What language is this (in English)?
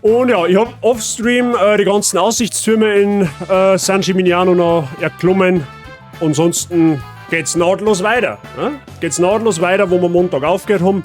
Bavarian